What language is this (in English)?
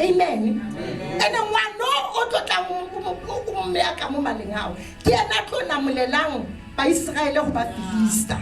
Zulu